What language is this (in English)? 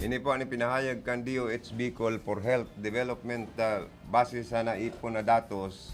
Bikol